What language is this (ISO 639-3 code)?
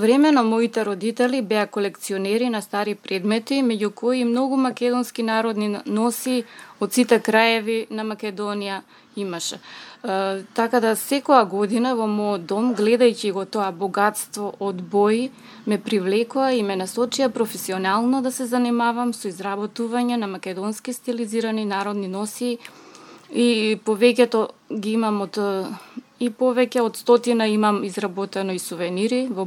mkd